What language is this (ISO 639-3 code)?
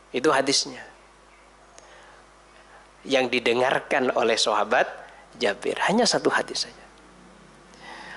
ind